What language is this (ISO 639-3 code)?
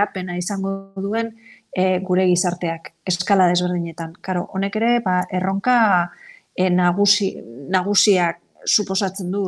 eus